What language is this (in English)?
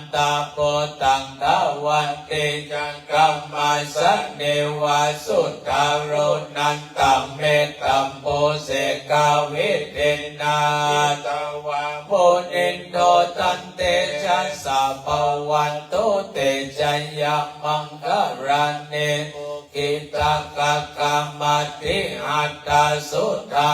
Pali